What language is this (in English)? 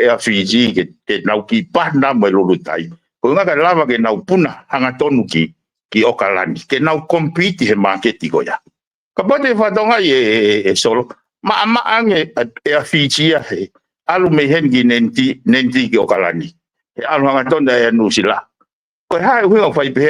Tongan